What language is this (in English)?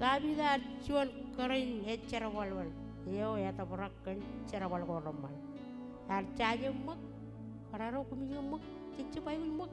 Marshallese